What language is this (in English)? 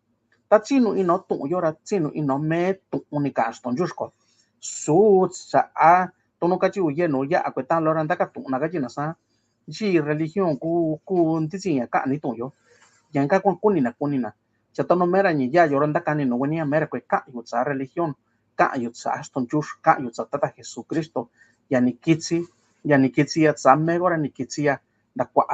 Mixtepec Mixtec